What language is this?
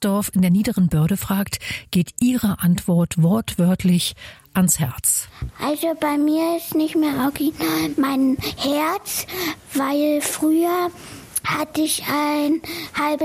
German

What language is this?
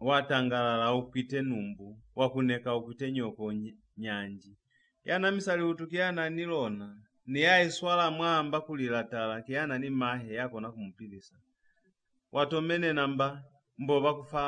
Lozi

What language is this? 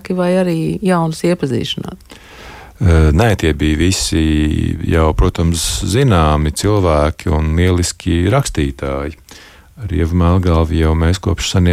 Latvian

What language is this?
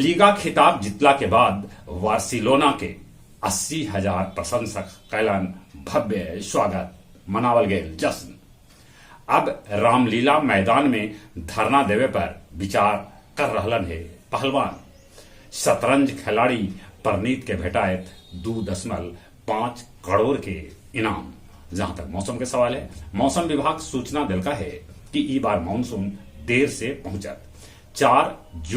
Magahi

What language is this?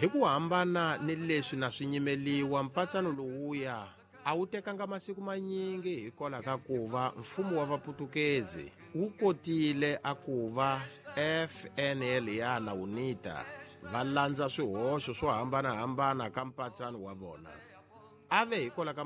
Tsonga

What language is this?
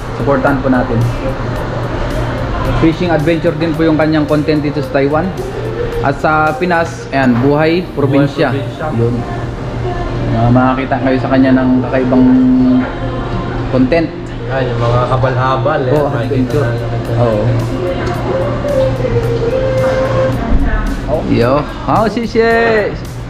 Filipino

